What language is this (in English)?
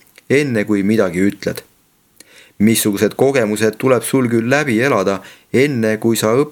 Estonian